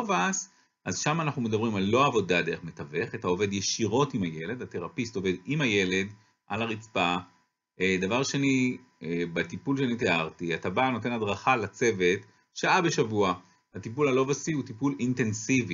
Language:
Hebrew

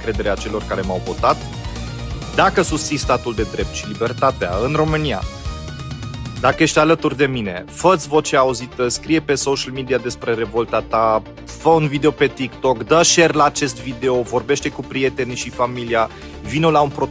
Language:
Romanian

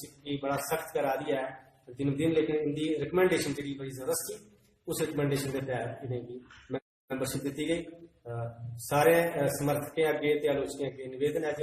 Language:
Dogri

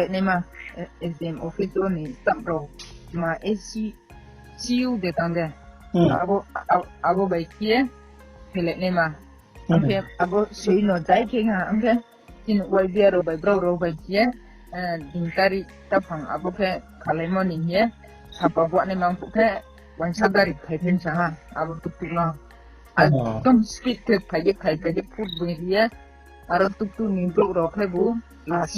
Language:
Riang (India)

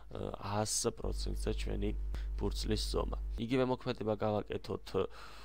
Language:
Georgian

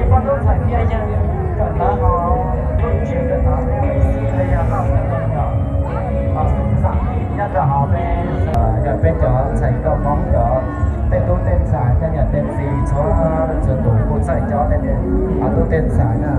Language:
Hmong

